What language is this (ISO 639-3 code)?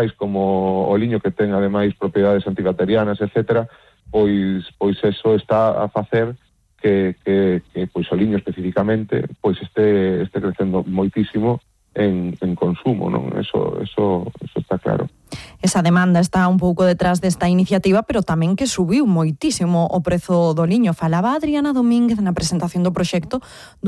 glg